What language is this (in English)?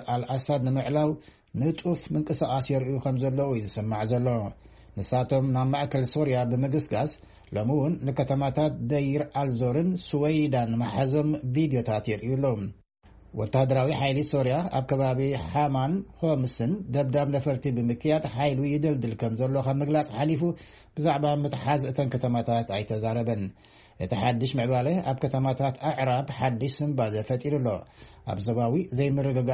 Tigrinya